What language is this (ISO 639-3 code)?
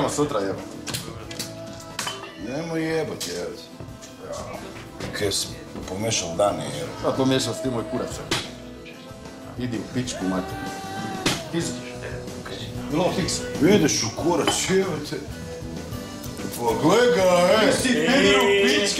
hrv